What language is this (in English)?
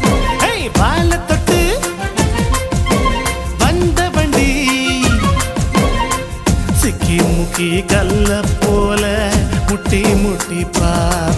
Tamil